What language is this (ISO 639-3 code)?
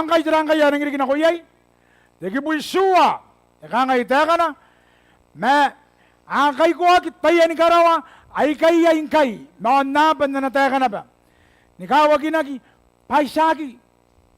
gil